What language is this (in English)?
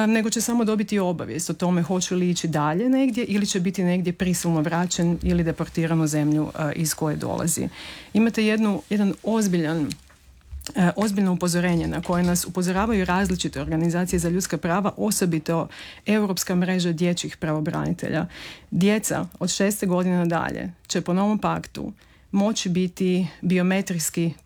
Croatian